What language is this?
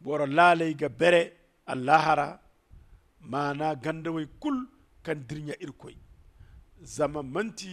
Zarma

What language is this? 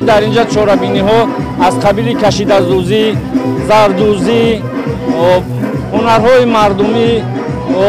Tajik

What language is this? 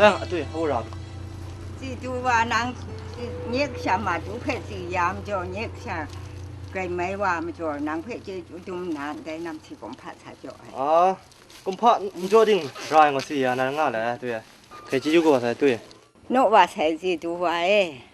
Kachin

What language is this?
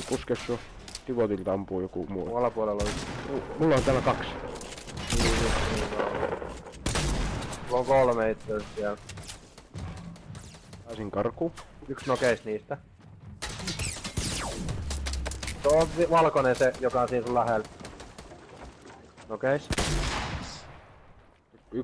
Finnish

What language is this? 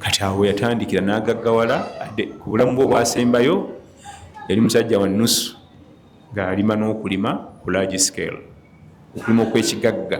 Ganda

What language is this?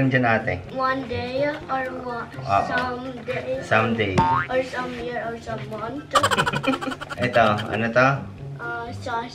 Filipino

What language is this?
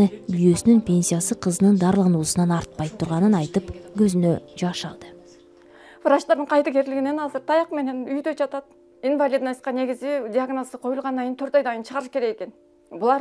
Kyrgyz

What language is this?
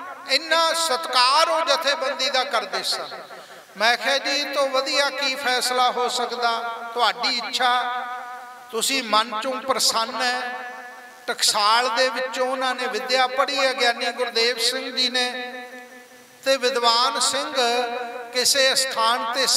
Punjabi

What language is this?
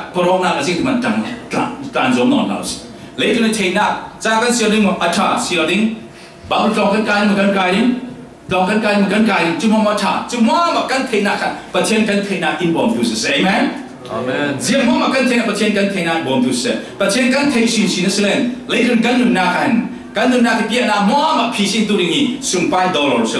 Falam Chin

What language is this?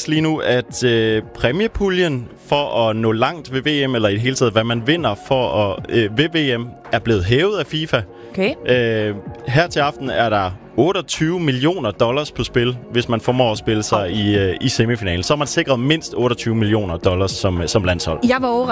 Danish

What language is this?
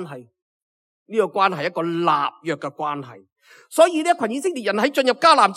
Cantonese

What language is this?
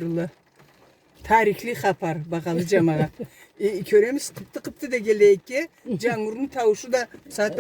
Karachay-Balkar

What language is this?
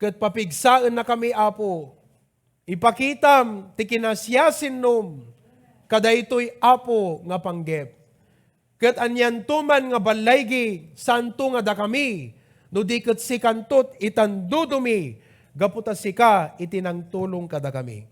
Iloko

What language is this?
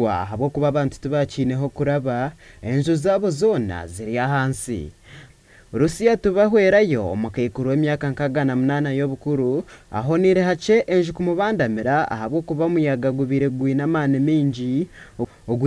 Nyankole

